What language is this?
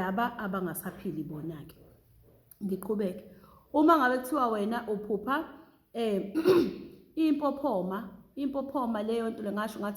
Zulu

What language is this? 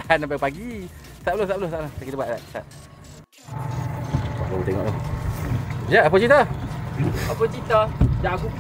Malay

